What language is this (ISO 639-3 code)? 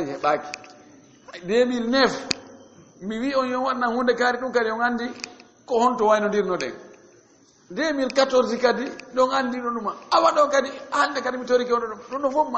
ful